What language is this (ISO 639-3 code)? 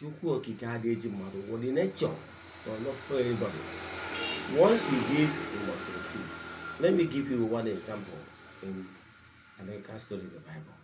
ibo